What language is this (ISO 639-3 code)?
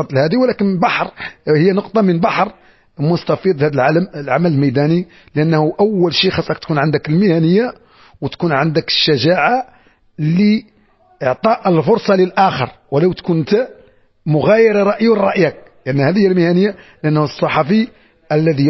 ary